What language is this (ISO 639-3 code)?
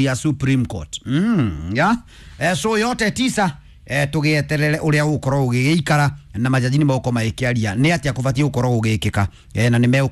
kik